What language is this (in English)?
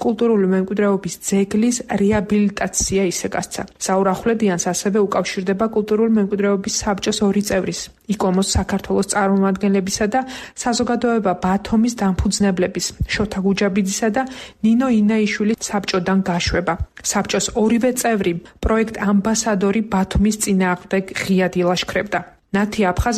Georgian